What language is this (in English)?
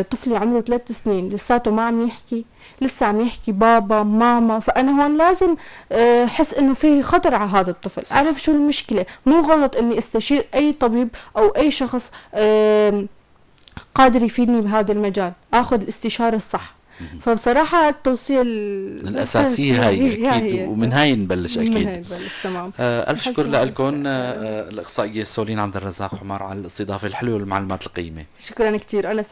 North Levantine Arabic